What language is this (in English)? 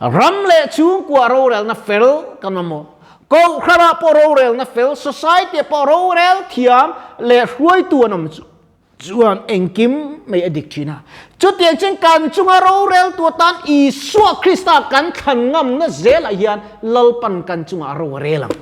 Mizo